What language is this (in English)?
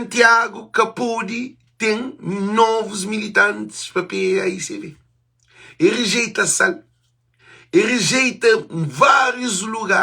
Kabuverdianu